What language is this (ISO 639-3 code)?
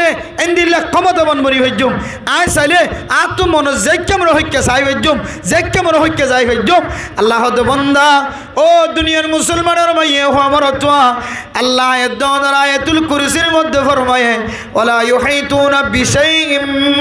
rhg